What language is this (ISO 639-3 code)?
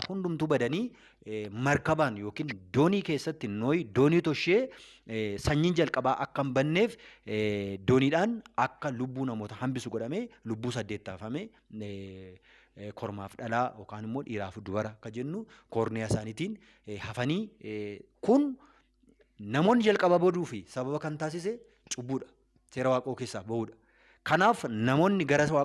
orm